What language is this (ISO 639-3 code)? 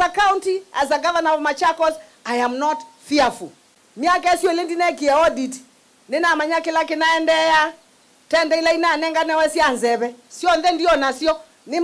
kam